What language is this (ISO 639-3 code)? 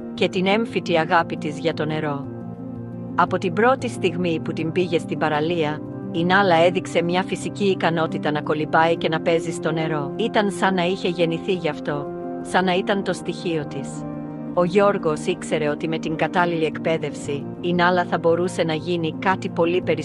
ell